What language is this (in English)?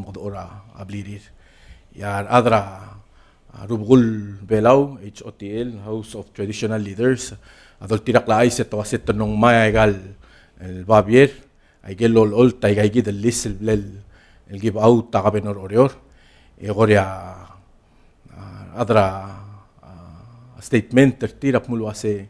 Palauan